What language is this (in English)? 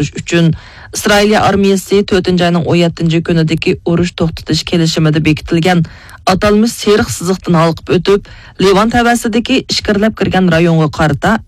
Uyghur